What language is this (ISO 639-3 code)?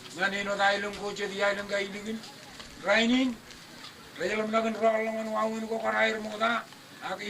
mah